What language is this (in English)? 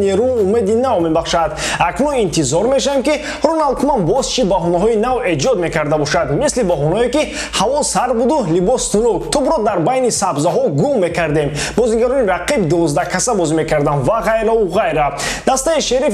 Tajik